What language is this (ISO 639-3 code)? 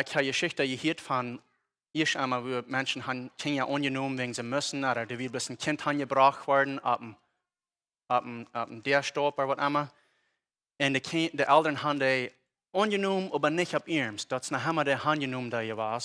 pdt